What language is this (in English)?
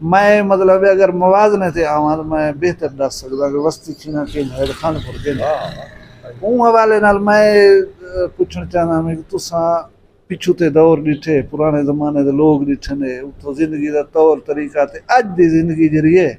Saraiki